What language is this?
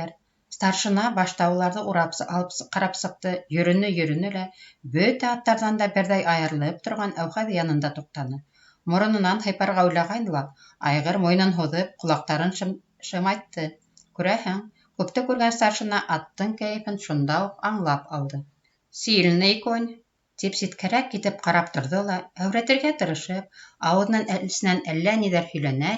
Bashkir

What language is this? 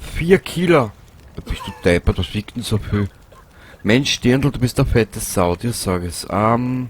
Bavarian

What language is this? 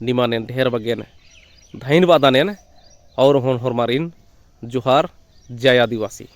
Kurukh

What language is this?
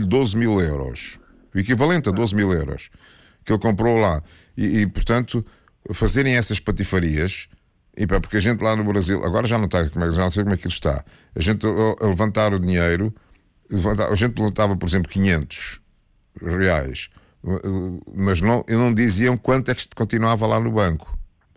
Portuguese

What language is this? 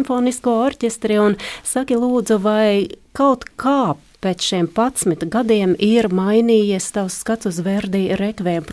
Latvian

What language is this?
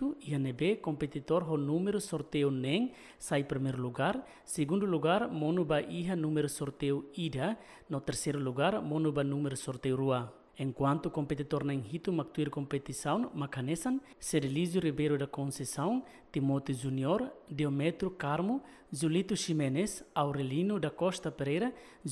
Tetum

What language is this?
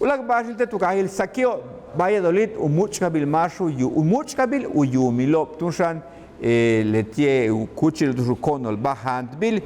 Yucateco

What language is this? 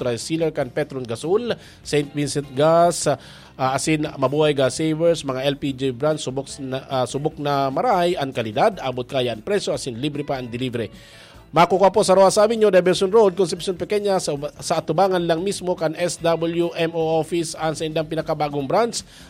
Bikol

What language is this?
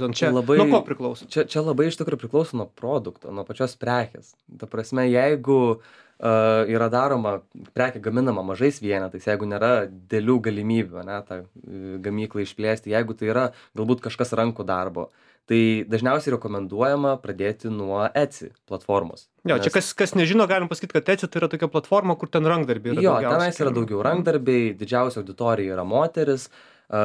Lithuanian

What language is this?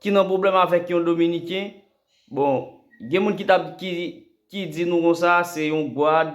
Haitian Creole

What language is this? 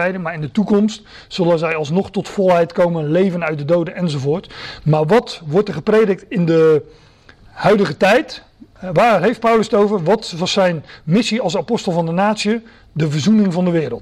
Dutch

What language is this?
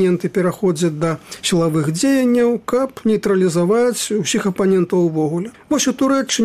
Belarusian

